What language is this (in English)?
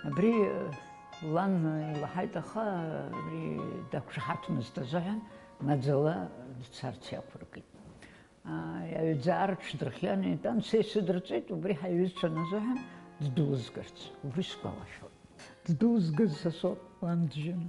Abkhazian